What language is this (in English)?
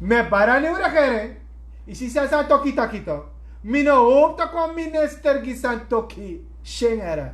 Sranan Tongo